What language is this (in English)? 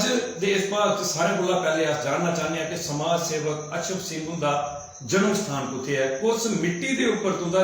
Dogri